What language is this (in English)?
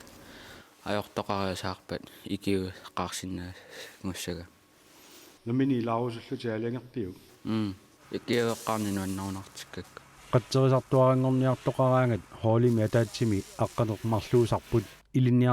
Kalaallisut